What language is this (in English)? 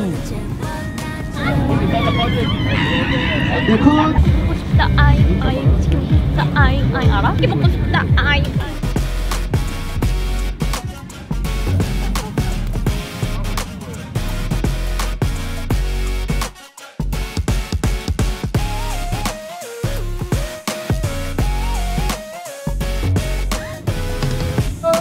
Korean